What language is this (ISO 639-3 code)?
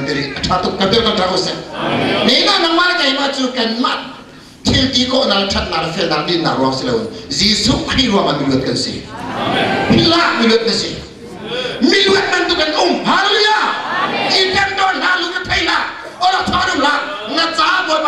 cnh